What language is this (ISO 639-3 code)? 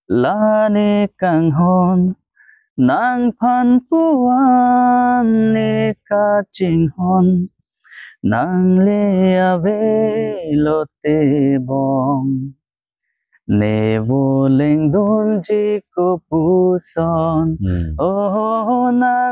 mjw